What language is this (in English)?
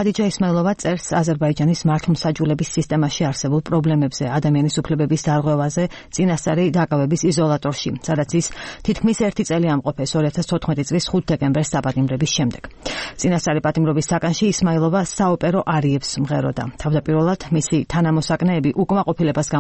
Georgian